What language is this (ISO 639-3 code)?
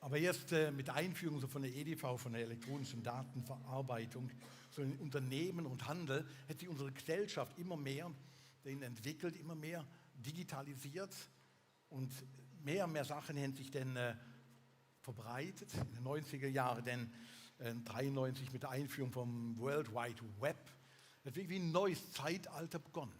gsw